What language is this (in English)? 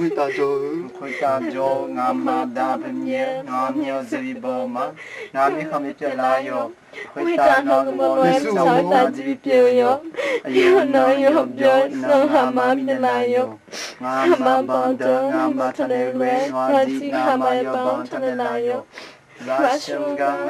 Akha